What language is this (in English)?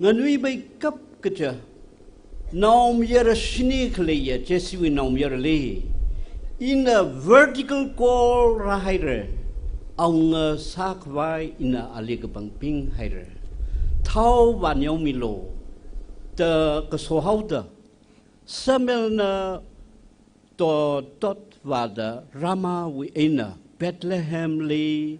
Tangkhul Naga (India)